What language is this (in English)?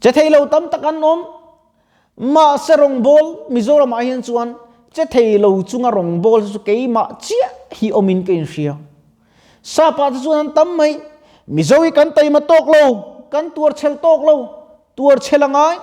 Mizo